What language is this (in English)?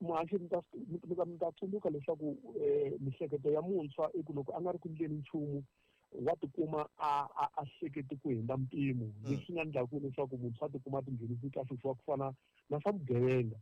Tsonga